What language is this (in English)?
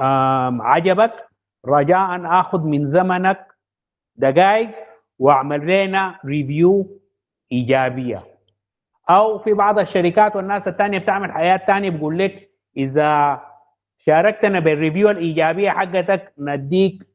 Sudanese Arabic